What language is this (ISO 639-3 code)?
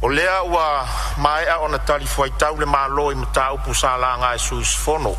smo